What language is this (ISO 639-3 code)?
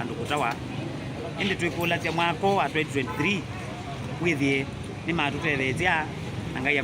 kam